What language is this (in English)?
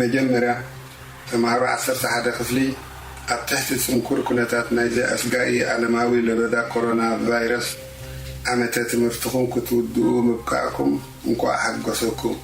Tigrinya